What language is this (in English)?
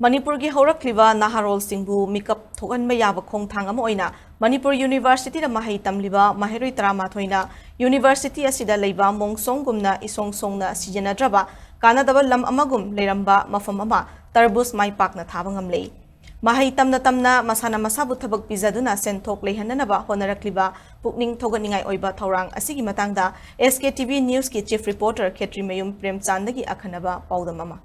Manipuri